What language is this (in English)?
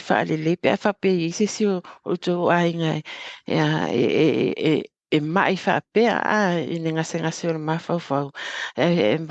Samoan